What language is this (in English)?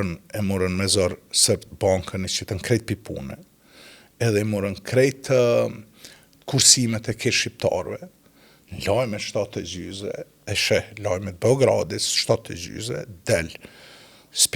Albanian